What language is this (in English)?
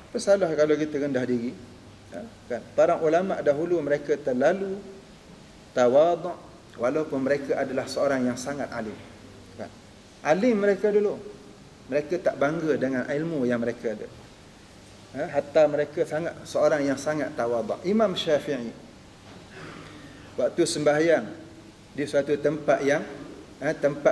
Malay